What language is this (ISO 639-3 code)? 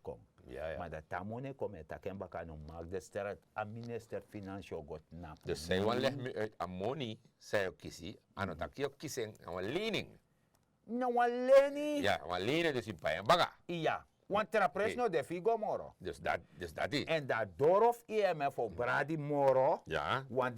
srn